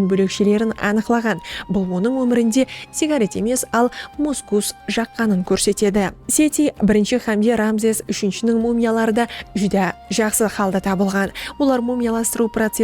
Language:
Kara-Kalpak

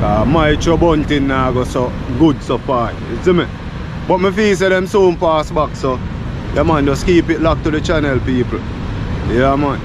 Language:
Jamaican Creole English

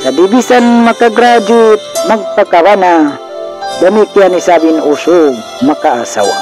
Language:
Tausug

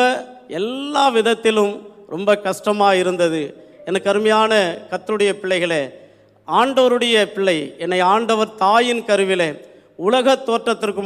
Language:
Tamil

